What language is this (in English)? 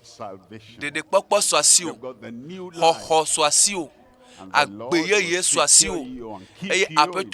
Ewe